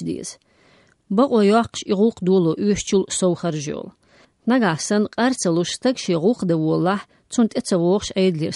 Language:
Chechen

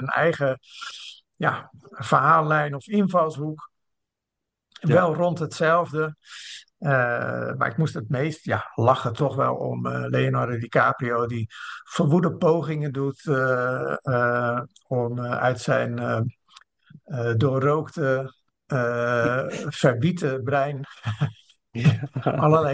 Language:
Dutch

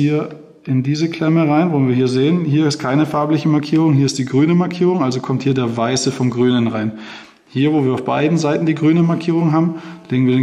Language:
German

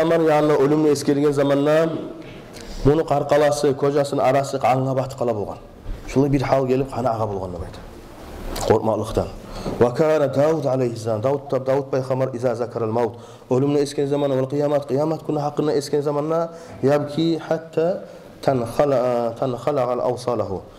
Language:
Kumyk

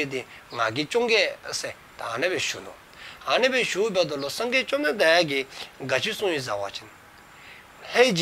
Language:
Dzongkha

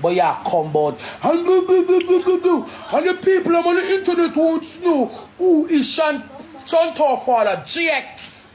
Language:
Jamaican Creole English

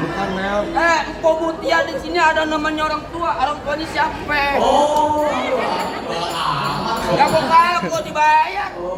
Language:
Betawi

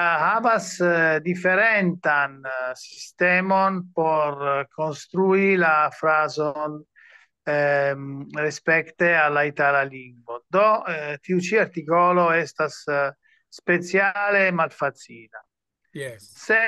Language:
Esperanto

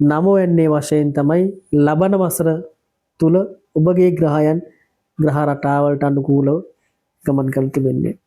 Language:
Sinhala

